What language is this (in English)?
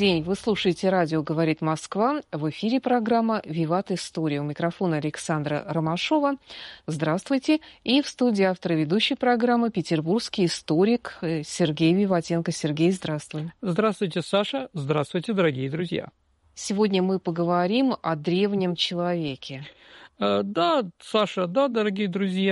Russian